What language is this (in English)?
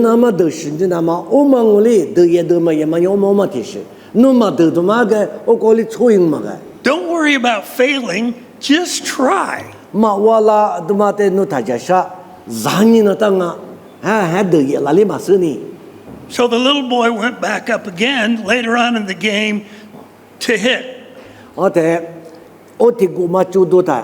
Lisu